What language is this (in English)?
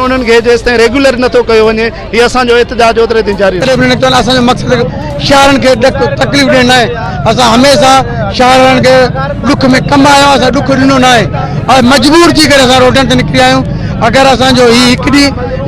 Sindhi